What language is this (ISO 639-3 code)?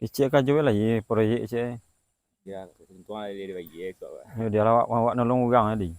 min